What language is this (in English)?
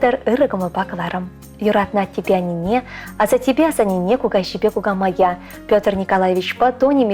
Chuvash